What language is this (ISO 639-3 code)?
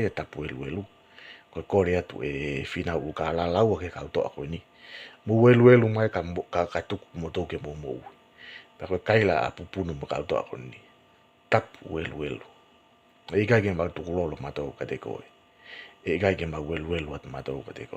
ton